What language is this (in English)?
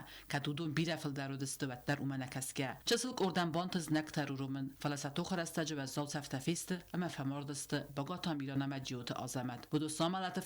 Ossetic